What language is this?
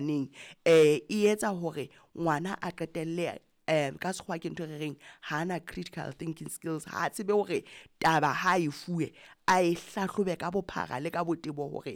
Southern Sotho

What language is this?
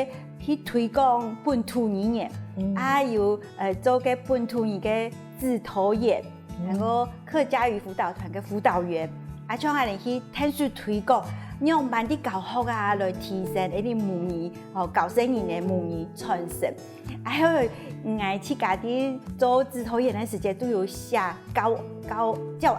Hakka Chinese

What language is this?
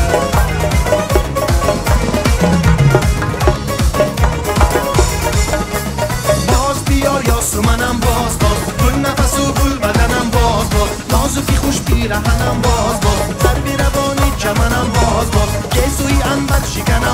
Persian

